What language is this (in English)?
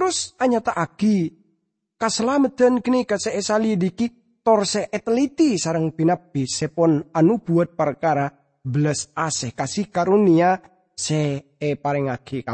Madurese